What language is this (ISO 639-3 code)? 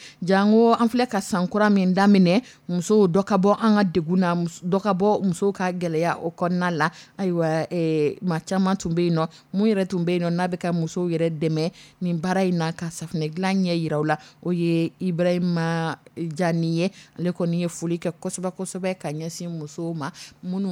dyu